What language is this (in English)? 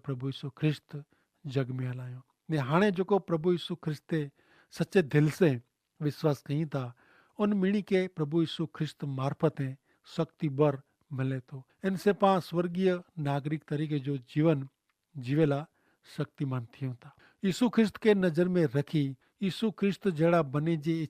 Kachhi